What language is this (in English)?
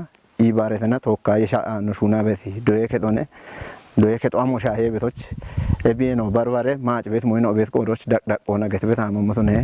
Kafa